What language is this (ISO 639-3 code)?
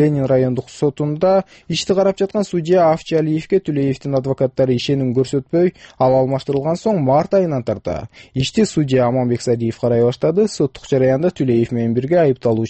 kir